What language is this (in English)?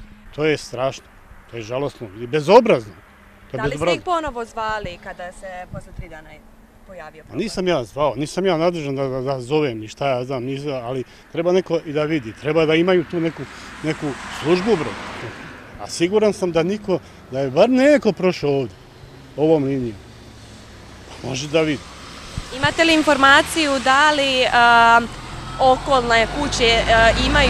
Serbian